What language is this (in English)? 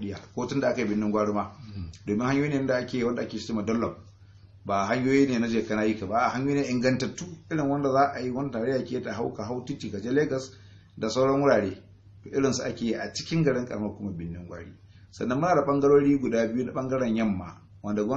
Hausa